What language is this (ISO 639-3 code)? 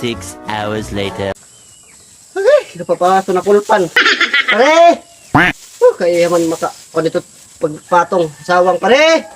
war